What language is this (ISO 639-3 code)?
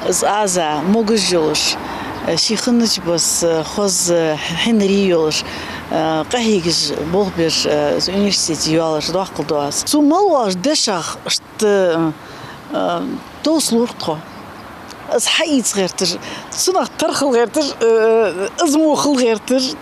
inh